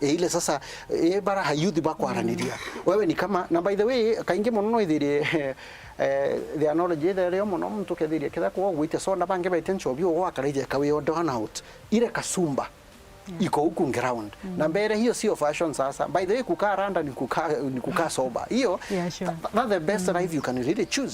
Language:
Meru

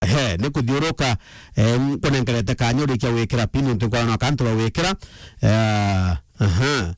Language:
Meru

